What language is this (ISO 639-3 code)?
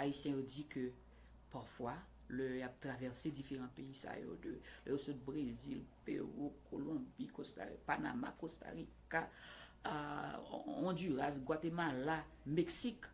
hat